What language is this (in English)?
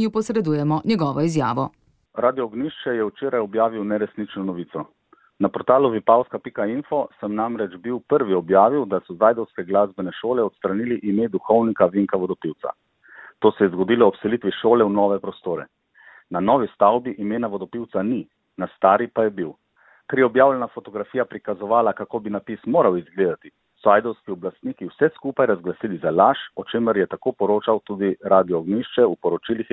Slovenian